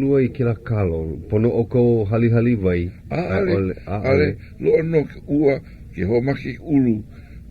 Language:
Hawaiian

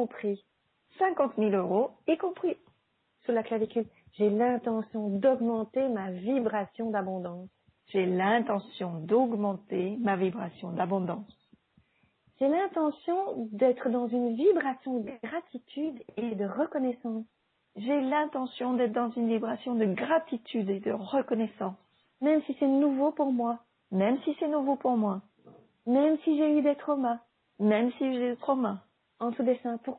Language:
French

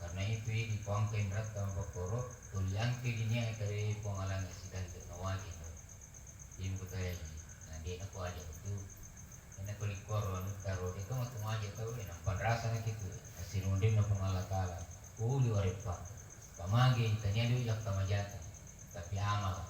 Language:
Buginese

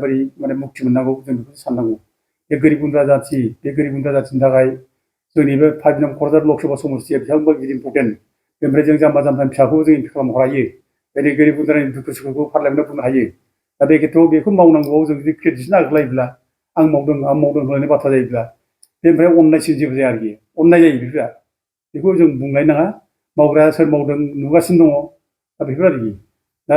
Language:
Bodo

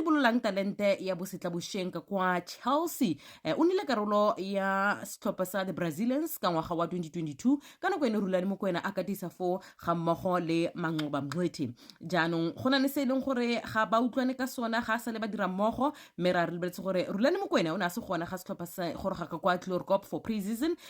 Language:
Tswana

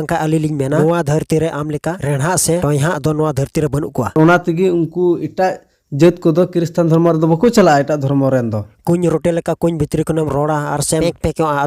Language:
Santali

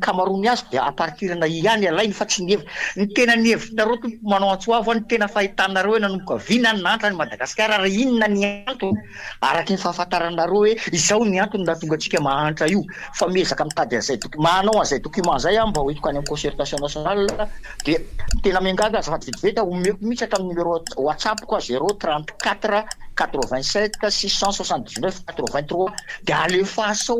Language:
Malagasy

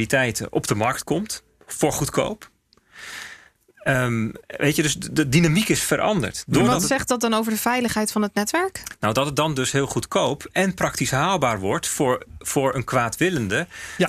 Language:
Dutch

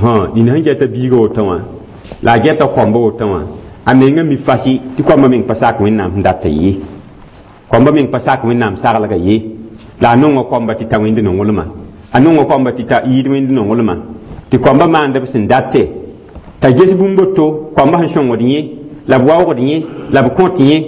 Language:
Mossi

